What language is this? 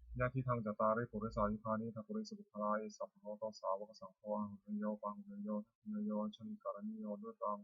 Pali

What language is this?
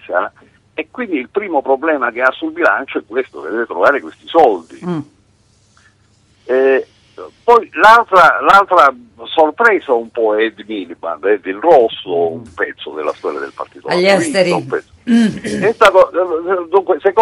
Italian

